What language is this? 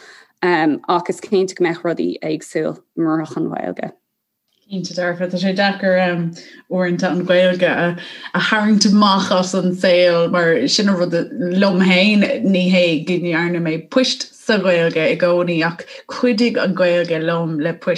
Irish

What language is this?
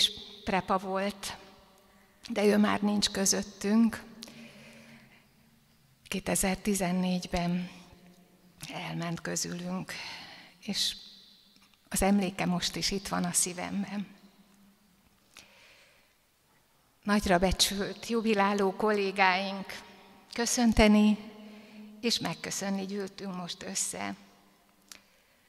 Hungarian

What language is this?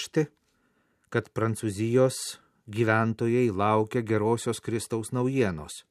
Lithuanian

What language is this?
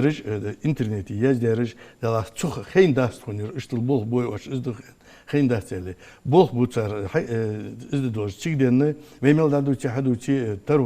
Ingush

